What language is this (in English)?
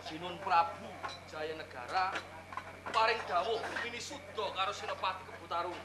Javanese